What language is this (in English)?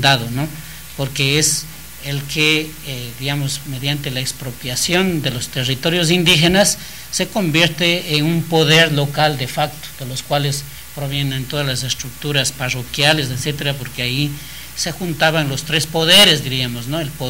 Spanish